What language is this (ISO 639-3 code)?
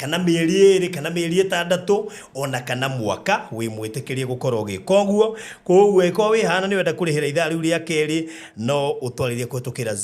kik